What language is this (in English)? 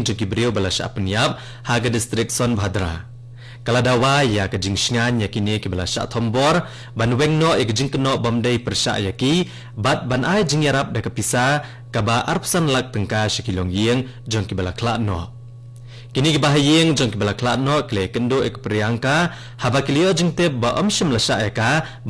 Khasi